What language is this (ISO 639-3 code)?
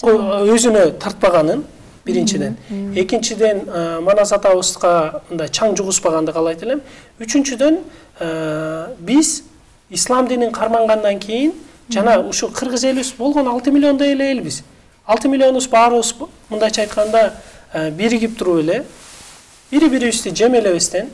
kir